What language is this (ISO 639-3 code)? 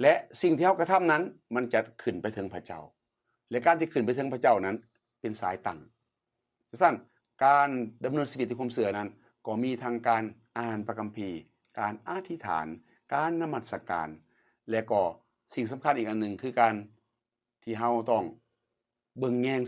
lao